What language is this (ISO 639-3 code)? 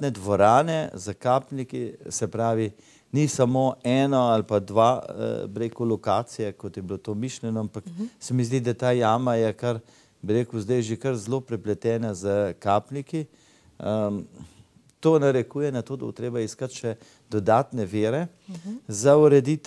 slv